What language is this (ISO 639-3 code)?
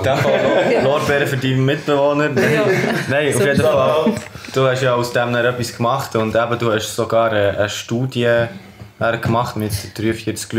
gsw